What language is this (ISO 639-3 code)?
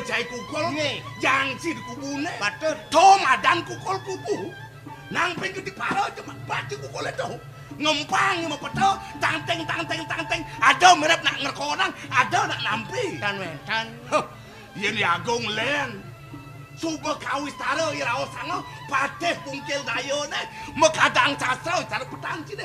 ban